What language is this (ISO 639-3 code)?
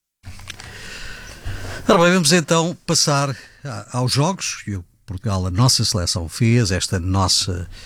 por